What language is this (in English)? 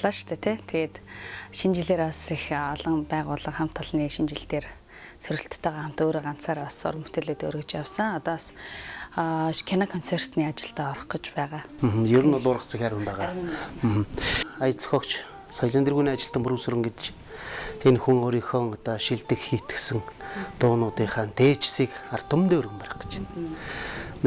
Mongolian